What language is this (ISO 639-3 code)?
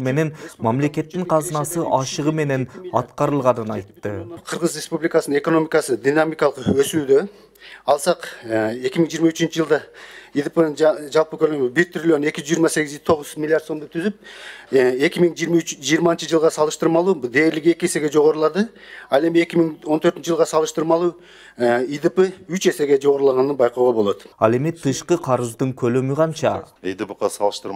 kir